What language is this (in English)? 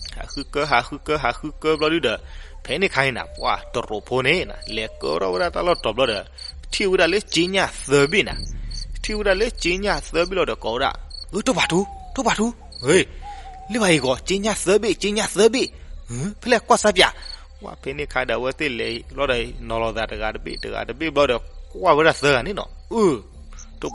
S'gaw Karen